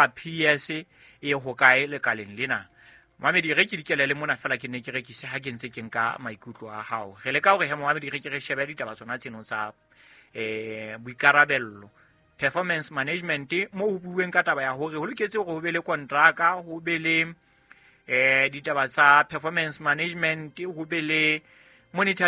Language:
Southern Sotho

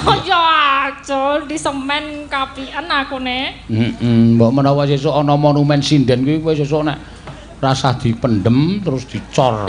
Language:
Javanese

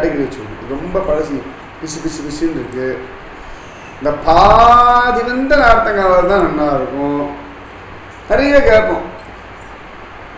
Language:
Tamil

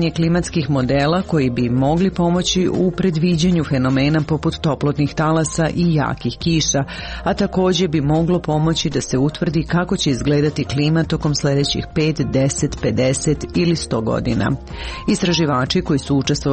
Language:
Serbian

